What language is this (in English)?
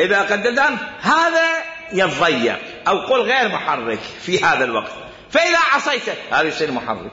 Mesopotamian Arabic